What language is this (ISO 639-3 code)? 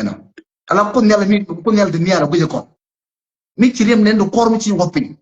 nus